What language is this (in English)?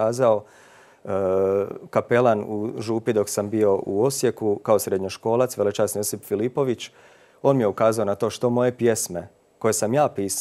Croatian